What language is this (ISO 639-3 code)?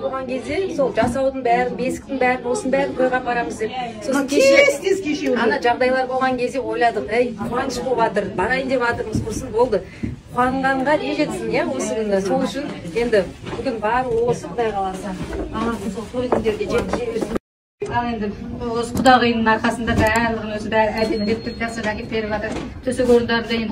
kaz